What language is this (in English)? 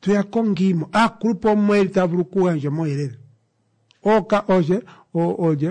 Kuanyama